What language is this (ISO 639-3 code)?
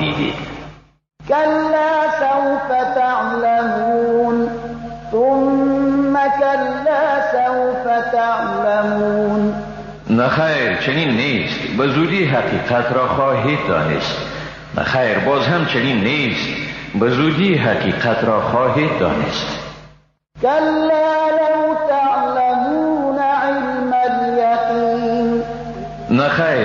fas